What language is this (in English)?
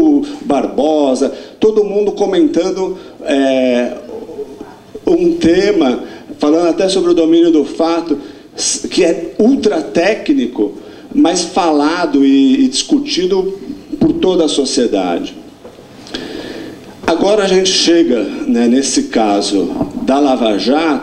Portuguese